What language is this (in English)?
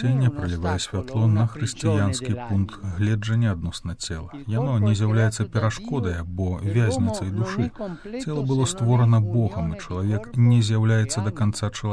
Belarusian